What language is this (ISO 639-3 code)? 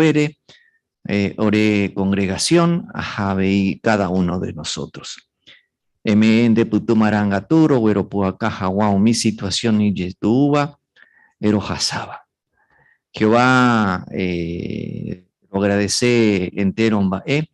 grn